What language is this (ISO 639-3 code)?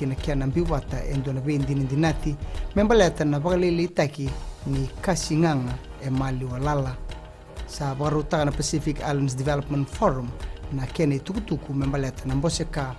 fij